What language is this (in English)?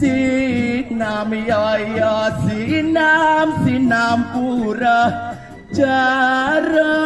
Balinese